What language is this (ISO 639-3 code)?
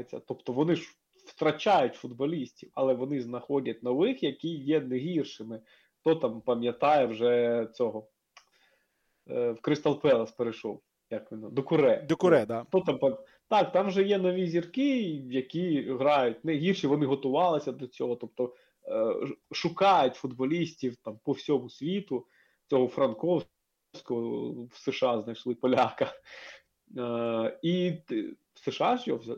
ukr